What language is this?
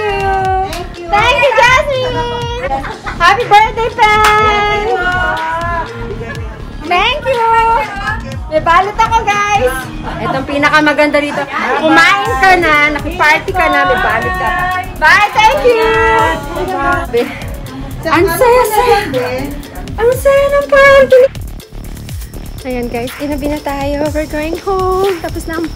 Filipino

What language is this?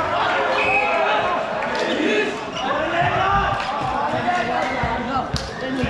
Danish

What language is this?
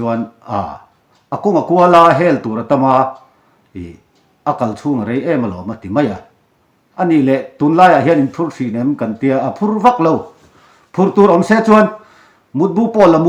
Mizo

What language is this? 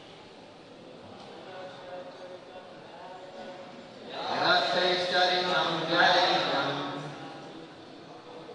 Bangla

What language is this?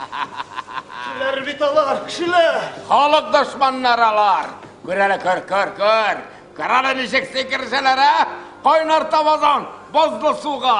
Tatar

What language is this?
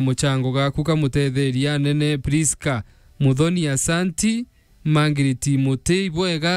Meru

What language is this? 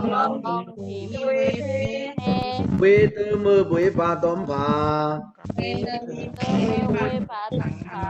Pa'o Karen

